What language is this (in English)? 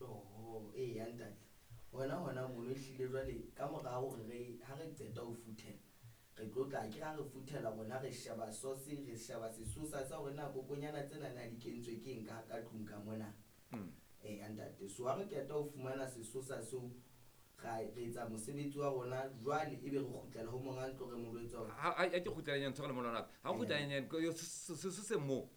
Southern Sotho